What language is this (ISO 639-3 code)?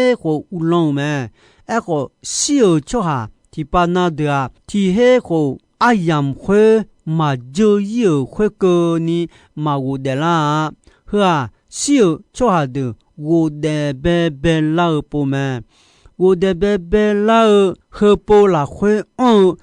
ahk